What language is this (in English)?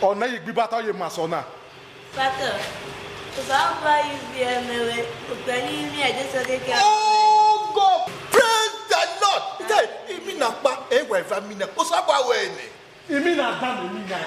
Bini